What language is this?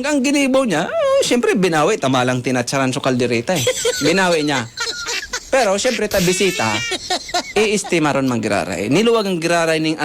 Bikol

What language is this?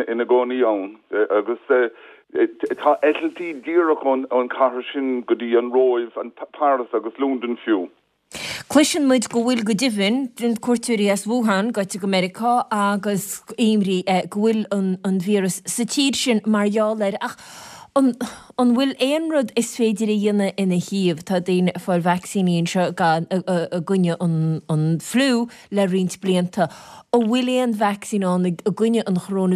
Irish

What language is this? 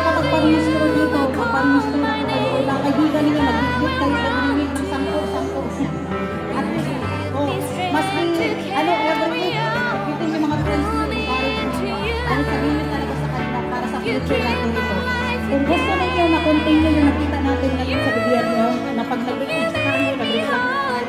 Filipino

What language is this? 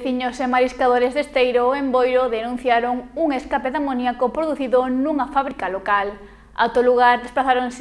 Galician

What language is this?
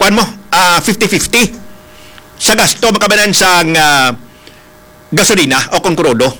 Hiligaynon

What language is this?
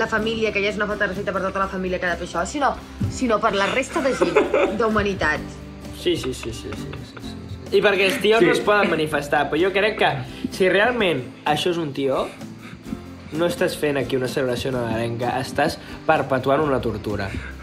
Catalan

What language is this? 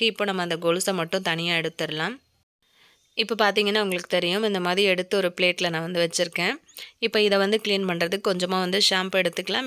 Tamil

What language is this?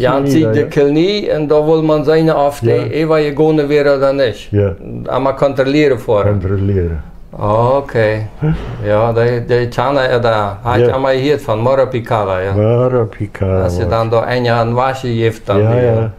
Plautdietsch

